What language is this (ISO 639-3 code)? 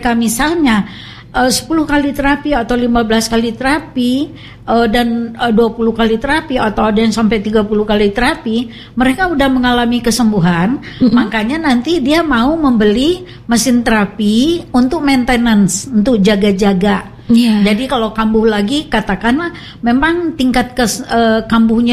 ind